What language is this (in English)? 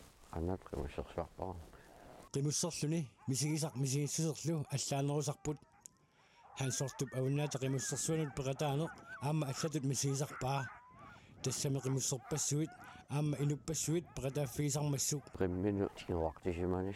Kalaallisut